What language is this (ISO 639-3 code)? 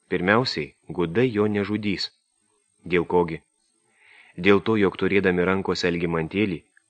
lit